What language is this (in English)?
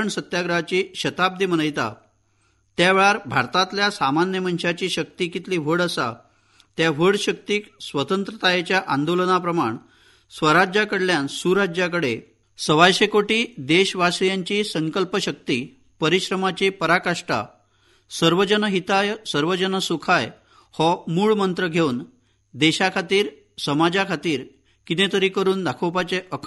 Konkani